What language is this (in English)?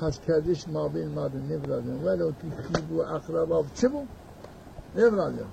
Zaza